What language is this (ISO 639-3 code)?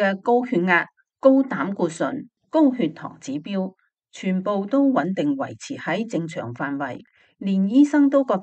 yue